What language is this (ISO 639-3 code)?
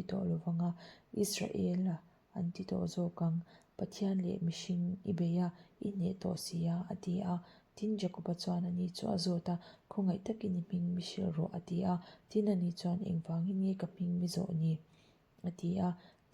lus